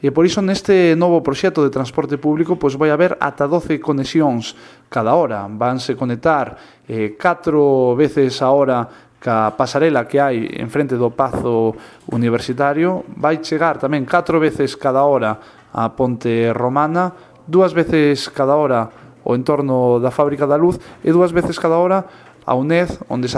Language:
Galician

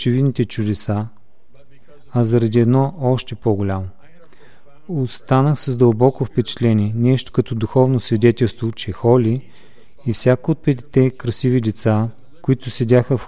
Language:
Bulgarian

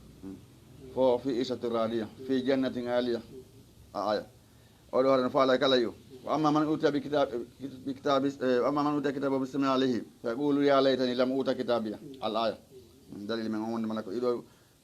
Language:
Fula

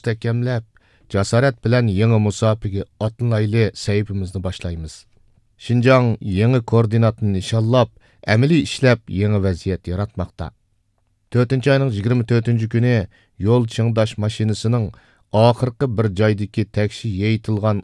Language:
Uyghur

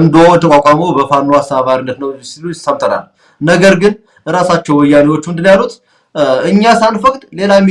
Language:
Amharic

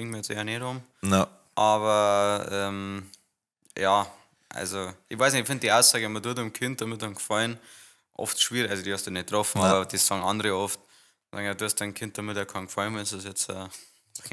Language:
Bavarian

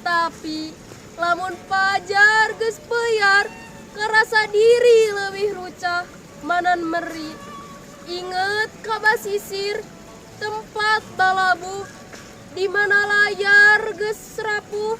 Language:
Sundanese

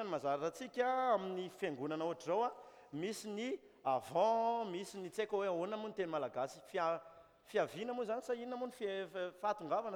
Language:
Malagasy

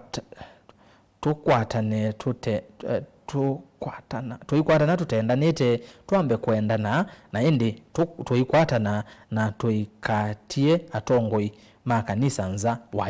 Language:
Kamba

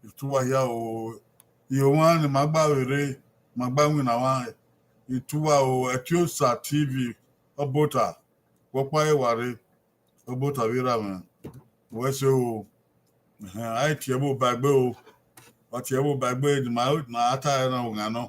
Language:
Bini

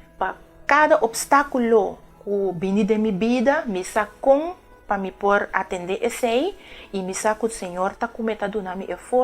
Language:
Papiamento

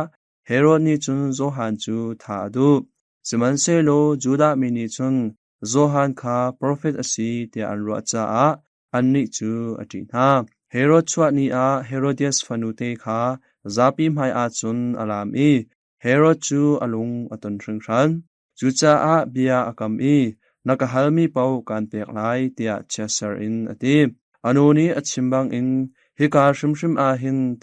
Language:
Hakha Chin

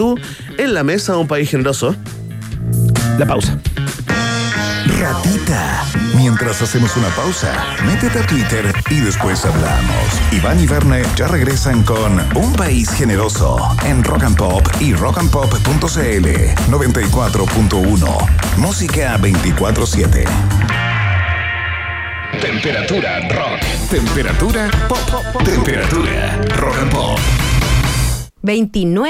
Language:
Spanish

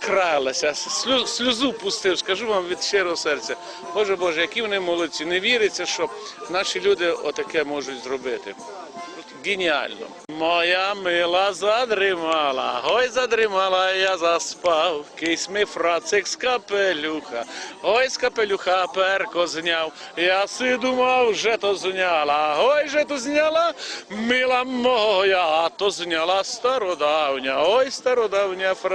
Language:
Rusyn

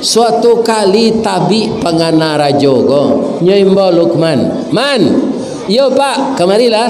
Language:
Minangkabau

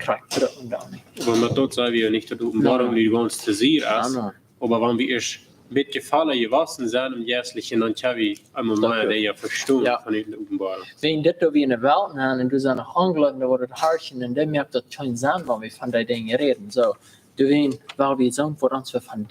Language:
Plautdietsch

